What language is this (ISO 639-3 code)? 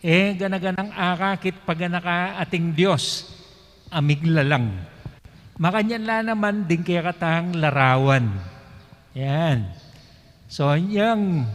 pam